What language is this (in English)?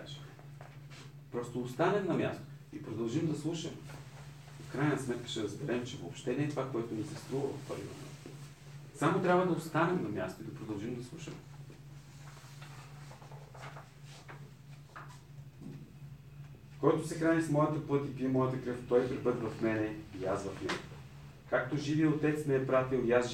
Bulgarian